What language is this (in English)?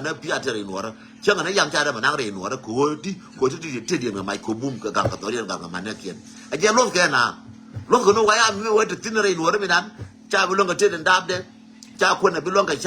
Nuer